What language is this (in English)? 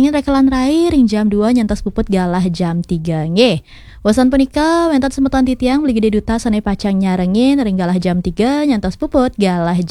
Balinese